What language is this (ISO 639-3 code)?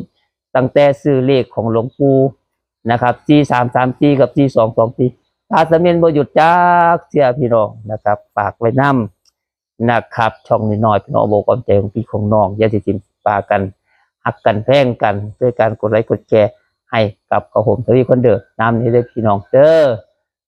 tts